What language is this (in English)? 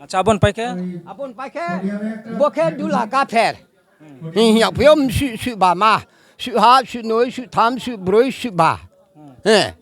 Riang (India)